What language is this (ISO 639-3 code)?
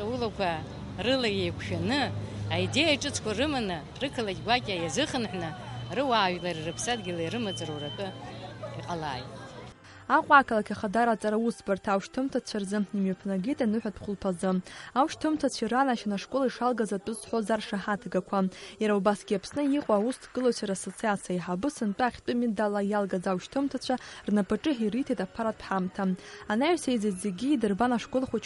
abk